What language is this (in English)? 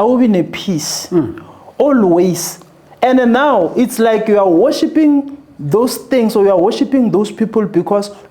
Zulu